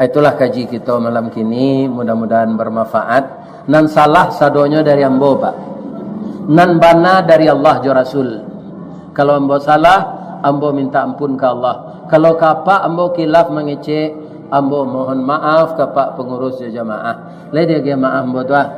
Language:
Minangkabau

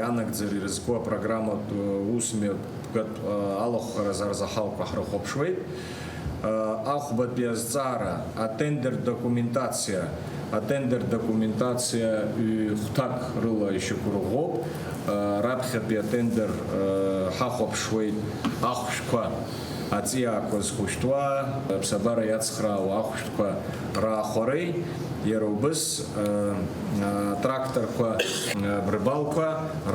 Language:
Abkhazian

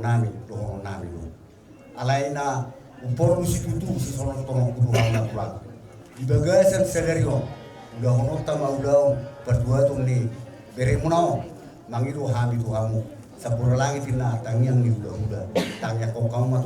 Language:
Batak Toba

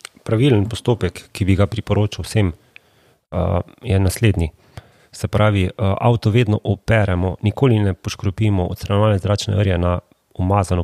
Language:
Slovenian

